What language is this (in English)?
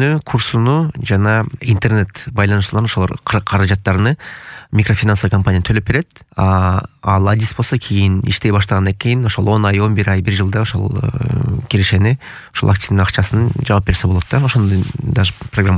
Kyrgyz